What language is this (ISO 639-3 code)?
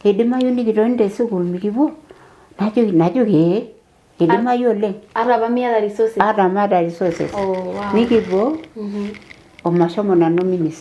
mas